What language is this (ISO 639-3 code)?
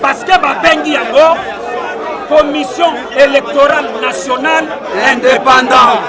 lin